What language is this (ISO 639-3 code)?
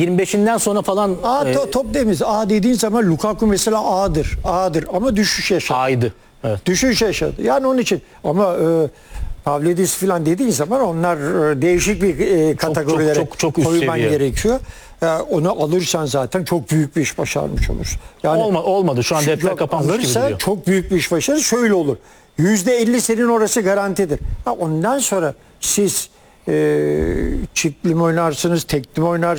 tur